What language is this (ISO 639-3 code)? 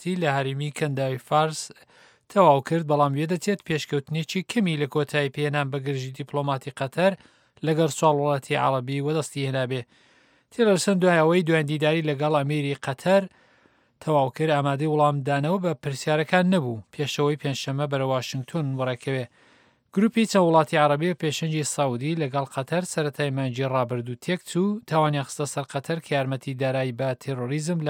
ckb